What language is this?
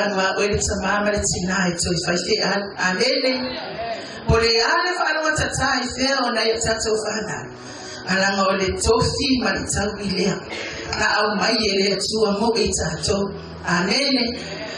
Samoan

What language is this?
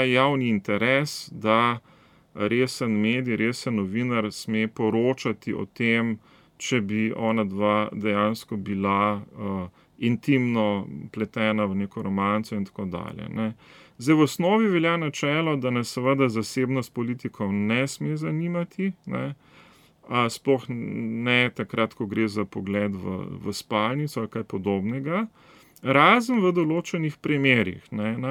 Slovenian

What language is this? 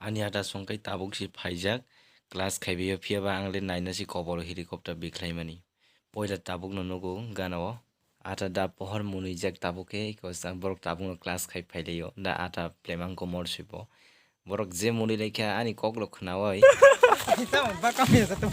Kok Borok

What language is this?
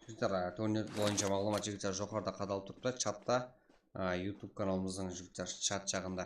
Kara-Kalpak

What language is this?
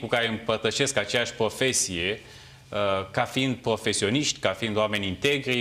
Romanian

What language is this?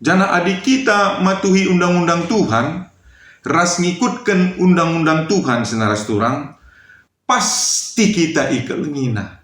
Batak Karo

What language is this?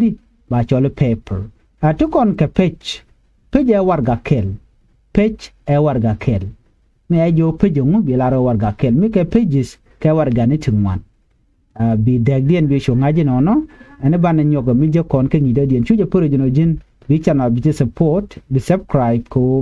Nuer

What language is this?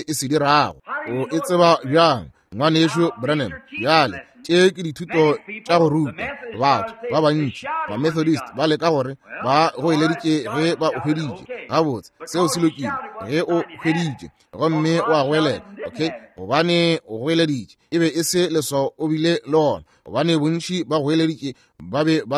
Northern Sotho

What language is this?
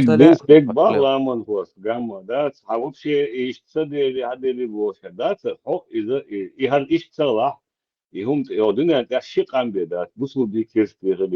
Chechen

